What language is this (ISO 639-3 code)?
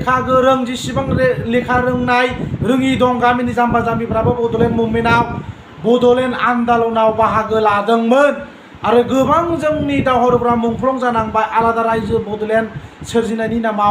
brx